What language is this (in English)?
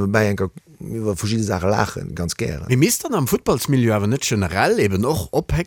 Luxembourgish